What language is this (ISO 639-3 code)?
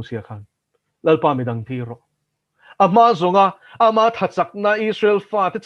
lus